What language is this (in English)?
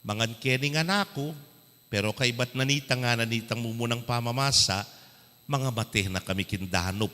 Pampanga